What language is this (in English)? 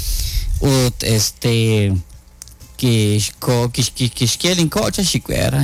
Kekchí